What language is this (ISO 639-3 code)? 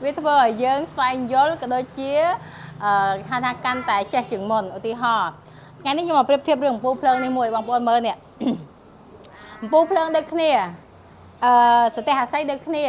khm